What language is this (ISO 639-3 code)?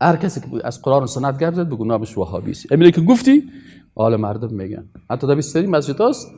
fas